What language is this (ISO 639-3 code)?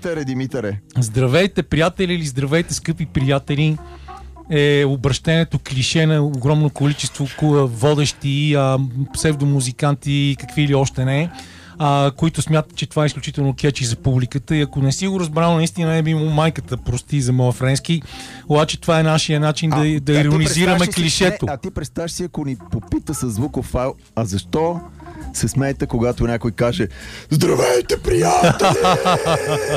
bul